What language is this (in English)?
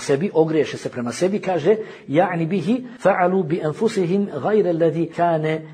Bosnian